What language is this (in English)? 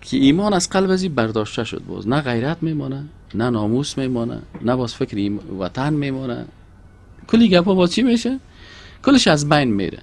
Persian